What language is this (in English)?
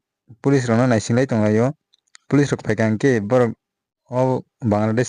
Kok Borok